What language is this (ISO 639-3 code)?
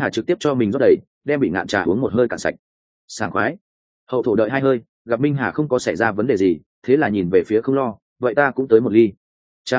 vie